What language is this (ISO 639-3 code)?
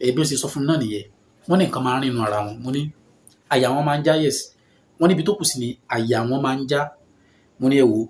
yor